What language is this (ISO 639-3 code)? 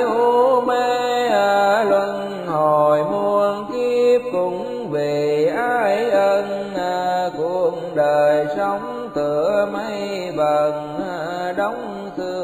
vie